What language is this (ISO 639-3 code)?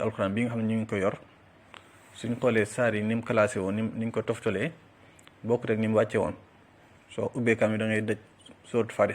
wol